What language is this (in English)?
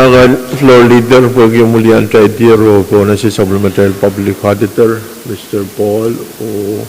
Pohnpeian